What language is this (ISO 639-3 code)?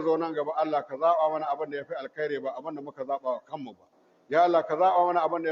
hau